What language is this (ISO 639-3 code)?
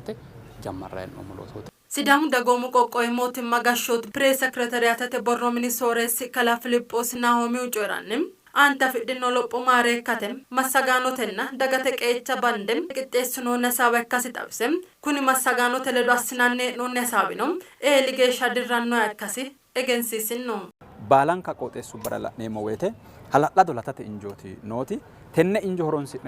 sid